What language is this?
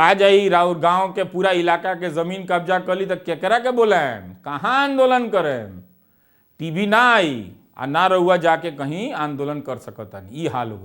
Bhojpuri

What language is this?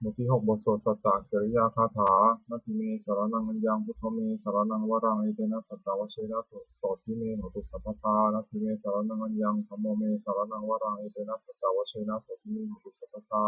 Pali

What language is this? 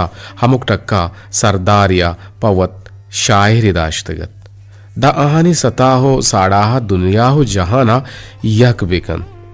Eastern Balochi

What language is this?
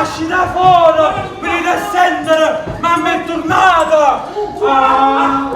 Neapolitan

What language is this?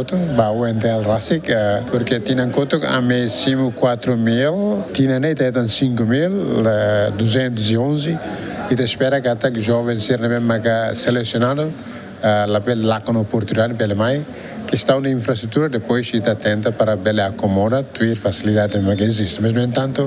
Tetum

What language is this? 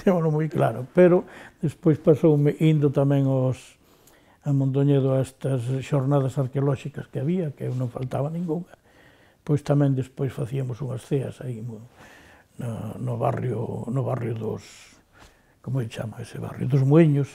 Galician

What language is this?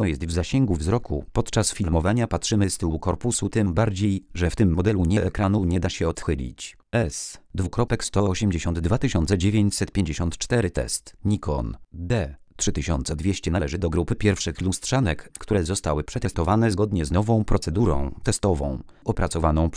Polish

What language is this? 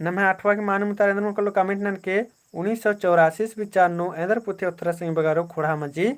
Kurukh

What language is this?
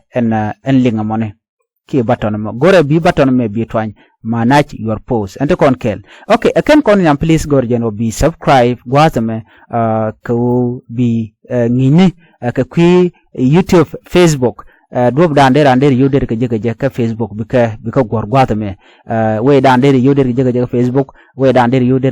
Nuer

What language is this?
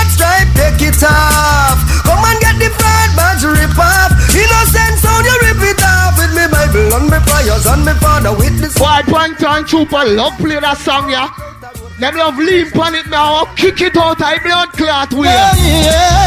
Jamaican Creole English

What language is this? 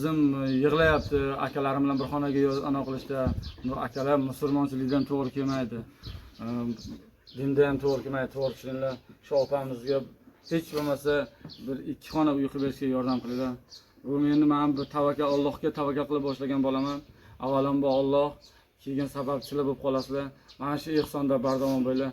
Uzbek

